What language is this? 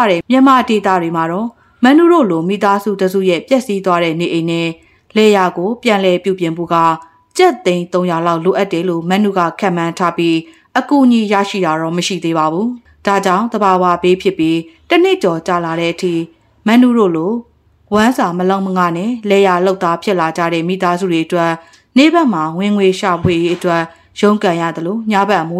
Burmese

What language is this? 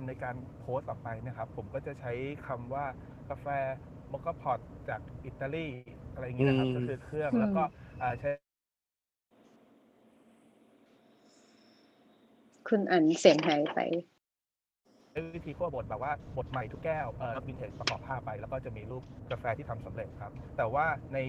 Thai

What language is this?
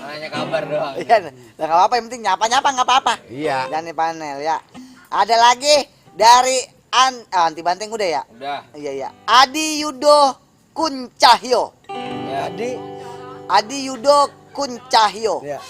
Betawi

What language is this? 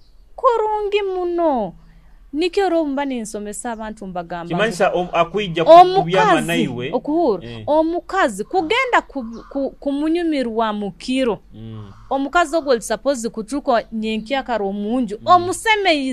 Nyoro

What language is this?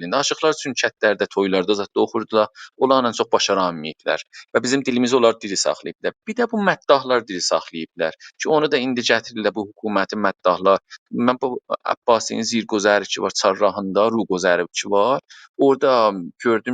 South Azerbaijani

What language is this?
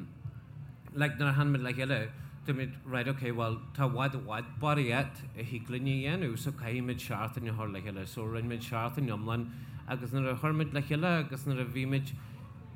Irish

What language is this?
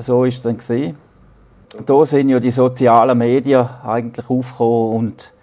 Swiss German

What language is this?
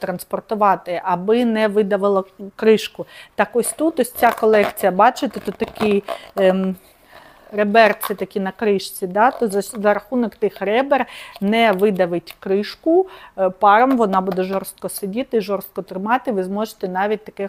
Ukrainian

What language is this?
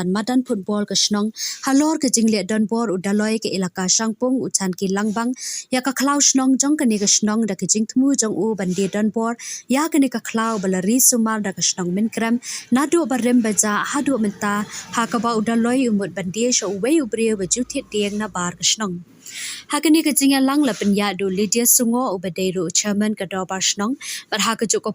Khasi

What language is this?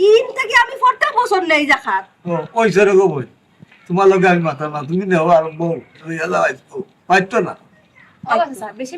Sylheti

